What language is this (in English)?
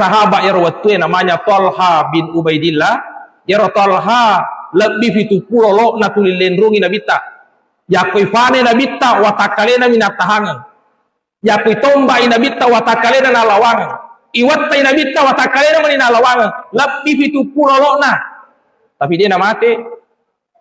Buginese